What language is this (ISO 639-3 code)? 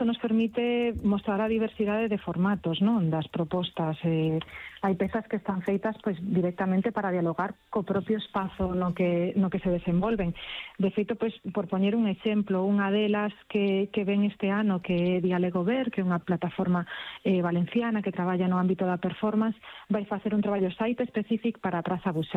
glg